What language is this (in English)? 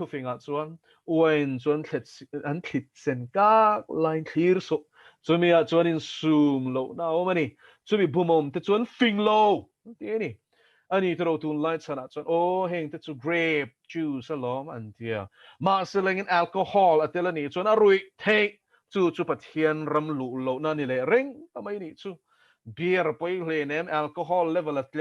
Mizo